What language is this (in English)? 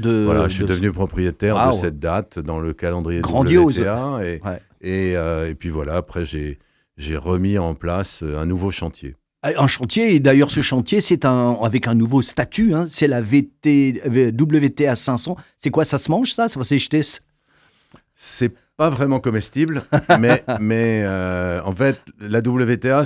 French